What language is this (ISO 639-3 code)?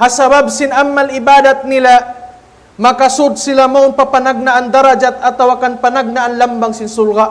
tsg